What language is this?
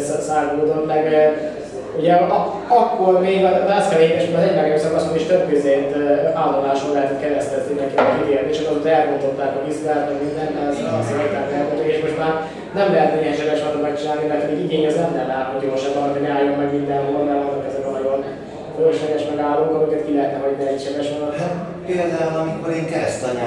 Hungarian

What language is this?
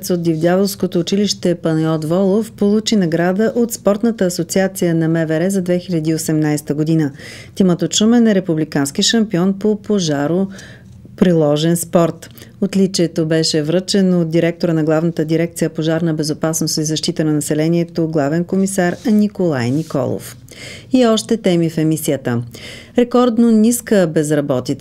Bulgarian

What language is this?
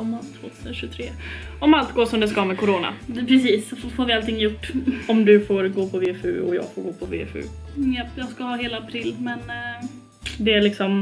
Swedish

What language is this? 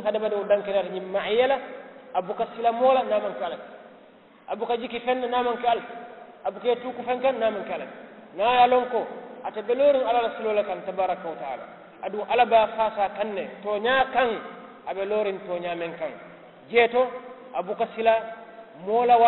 Mandingo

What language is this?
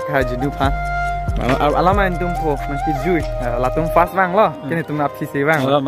Karbi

